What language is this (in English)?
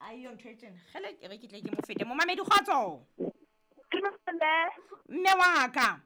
Southern Sotho